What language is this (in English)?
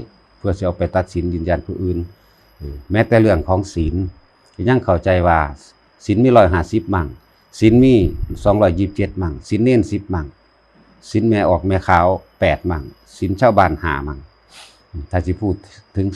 Lao